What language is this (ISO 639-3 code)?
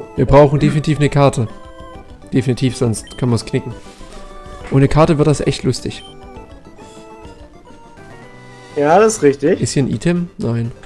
deu